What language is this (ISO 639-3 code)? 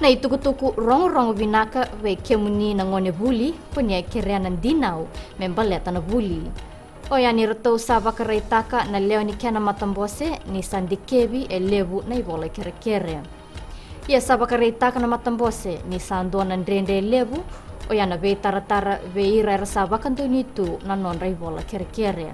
fij